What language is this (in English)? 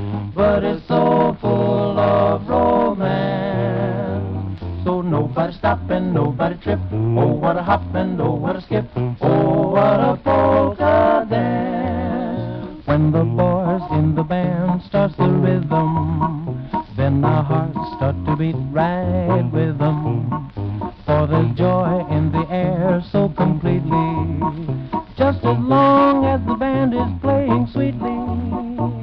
English